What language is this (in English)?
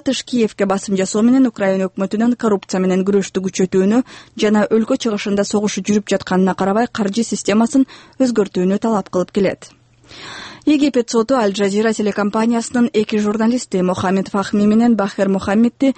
Kyrgyz